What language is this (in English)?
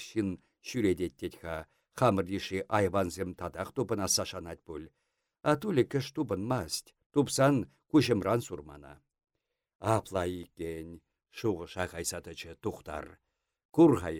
Chuvash